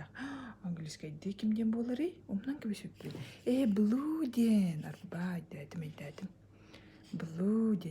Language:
Yakut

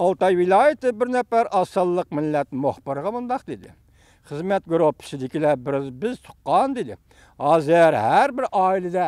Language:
Uyghur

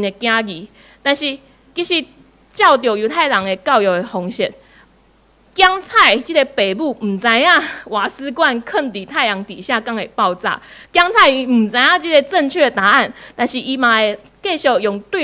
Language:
Min Nan Chinese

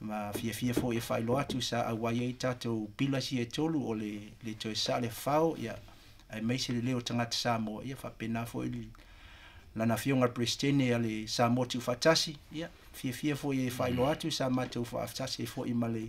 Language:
Samoan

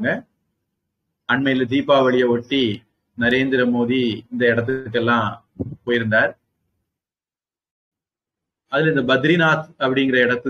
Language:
Tamil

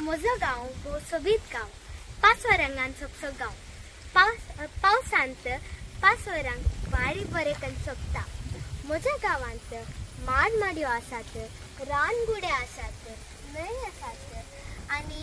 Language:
Konkani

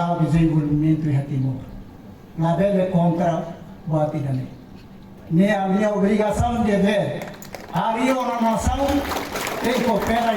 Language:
Tetum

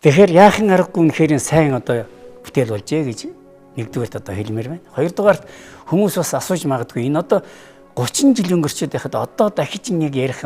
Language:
Mongolian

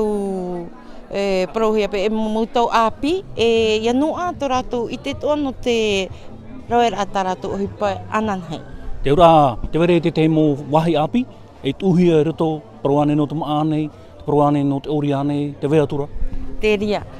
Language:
Tahitian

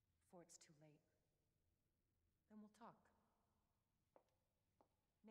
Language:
English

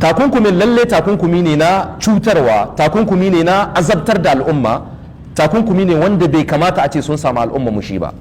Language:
Hausa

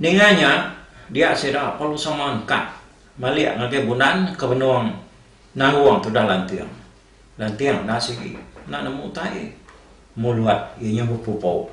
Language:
Iban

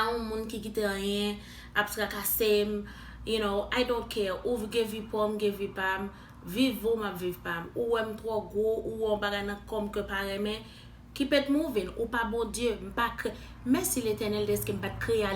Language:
Haitian Creole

